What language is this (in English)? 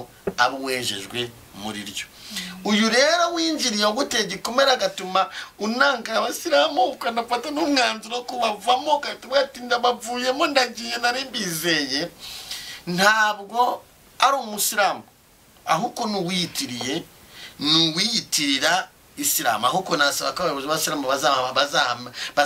Kinyarwanda